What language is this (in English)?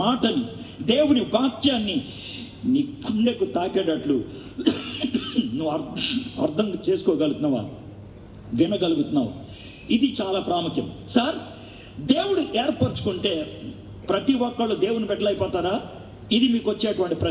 Telugu